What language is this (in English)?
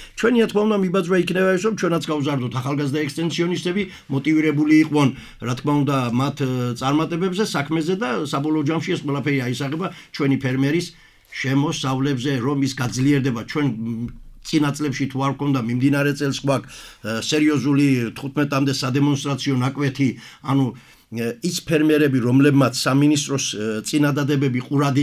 Georgian